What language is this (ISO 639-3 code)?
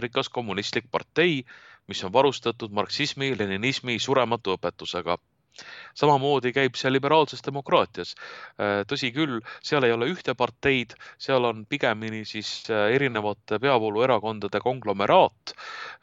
est